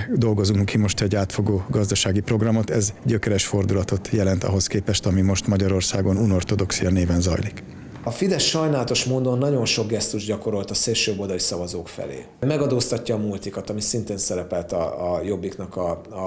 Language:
Hungarian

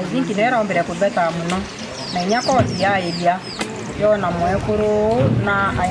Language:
Meru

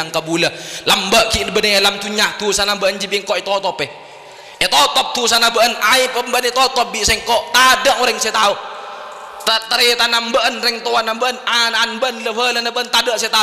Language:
Madurese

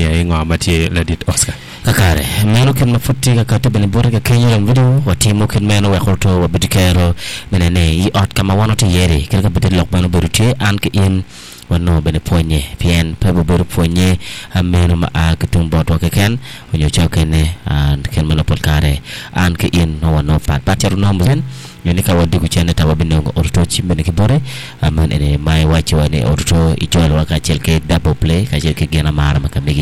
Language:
Acoli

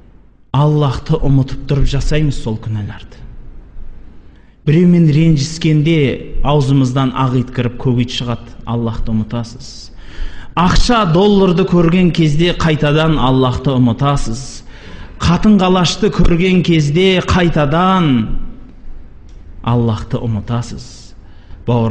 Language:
Kazakh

